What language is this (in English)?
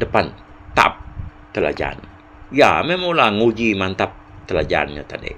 Iban